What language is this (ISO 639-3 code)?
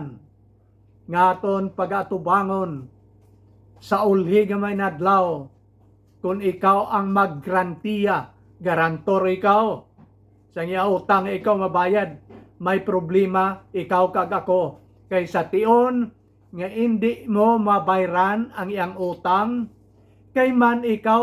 hil